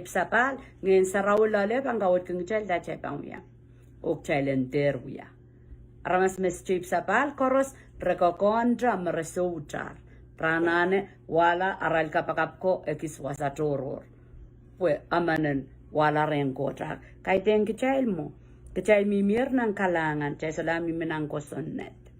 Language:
Pohnpeian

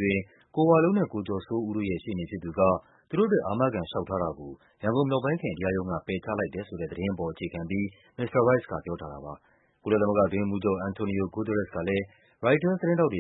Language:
Burmese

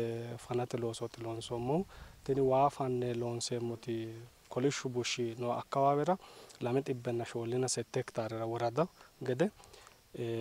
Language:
Sidamo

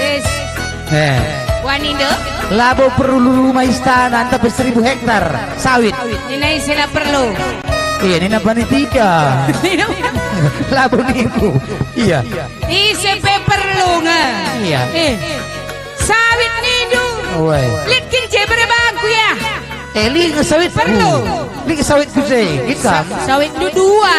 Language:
Batak Karo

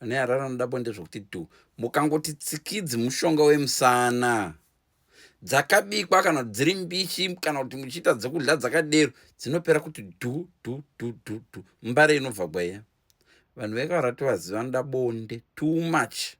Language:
Shona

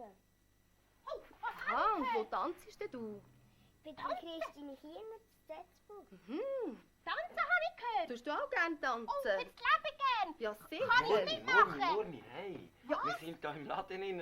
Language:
Swiss German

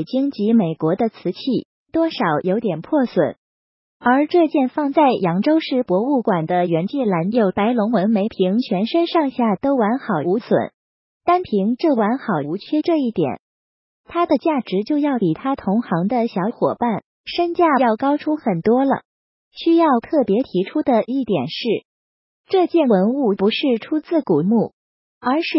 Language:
Chinese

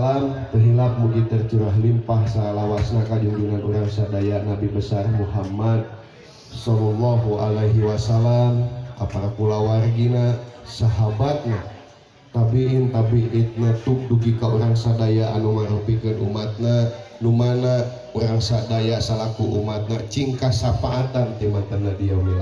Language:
Sundanese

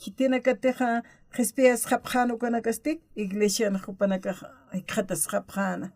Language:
Aymara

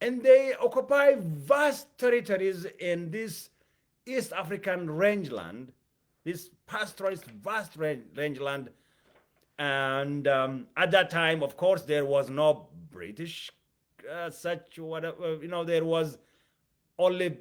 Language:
English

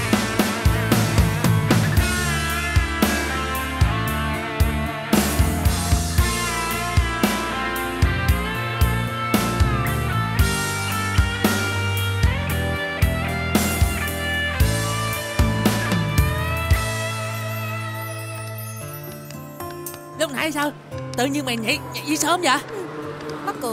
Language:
Vietnamese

